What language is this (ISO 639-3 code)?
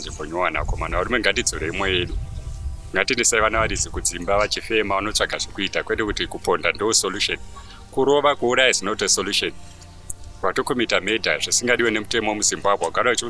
sna